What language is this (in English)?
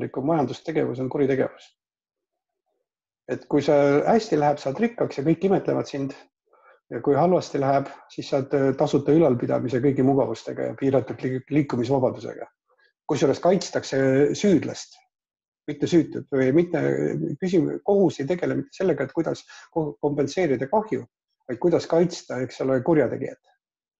Estonian